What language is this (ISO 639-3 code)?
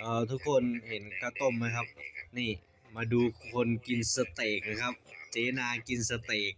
lao